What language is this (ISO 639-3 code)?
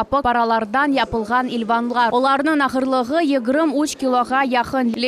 crh